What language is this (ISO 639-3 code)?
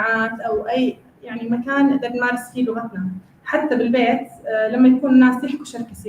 apc